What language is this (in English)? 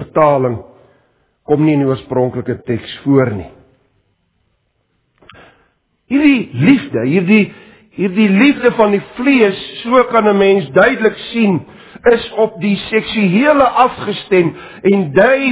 Afrikaans